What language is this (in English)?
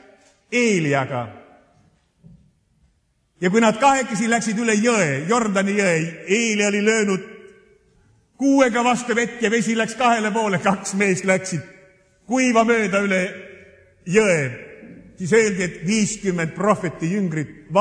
Estonian